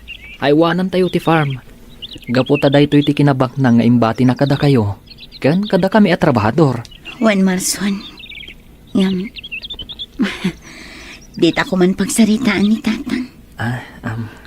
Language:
Iloko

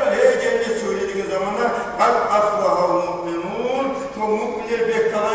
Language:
Kumyk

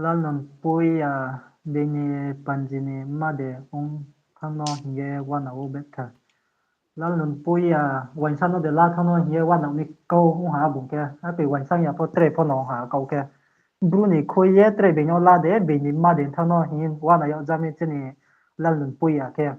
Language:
Riang (India)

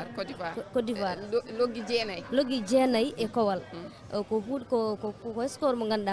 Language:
Fula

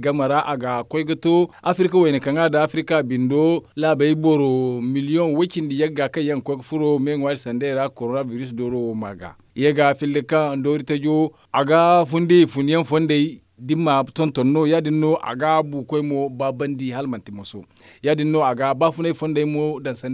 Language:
Zarma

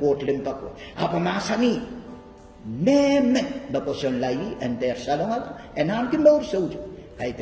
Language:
Pohnpeian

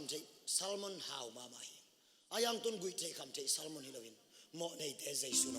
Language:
Tedim Chin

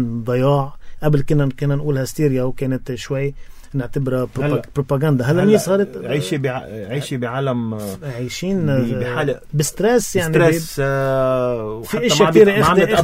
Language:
North Levantine Arabic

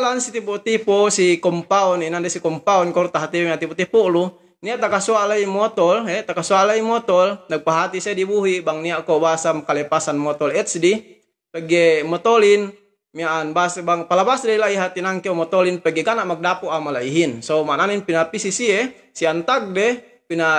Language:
Yakan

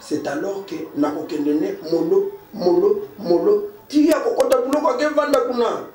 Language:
Lingala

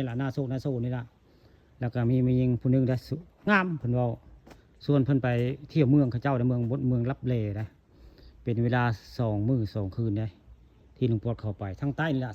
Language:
Northeastern Thai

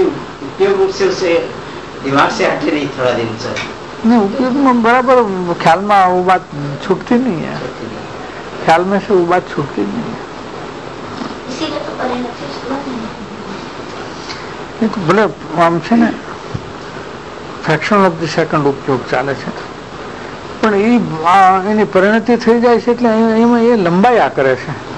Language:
Gujarati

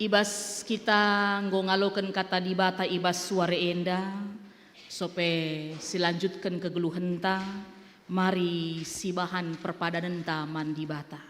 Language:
Batak Karo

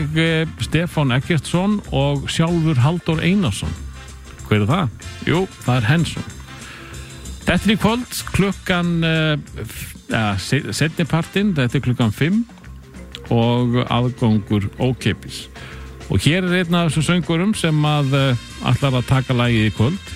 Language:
Icelandic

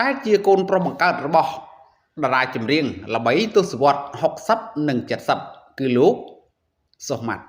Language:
Khmer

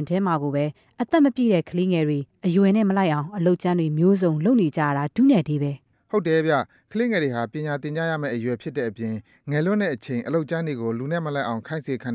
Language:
Burmese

